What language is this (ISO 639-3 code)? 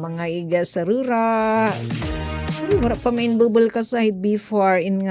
war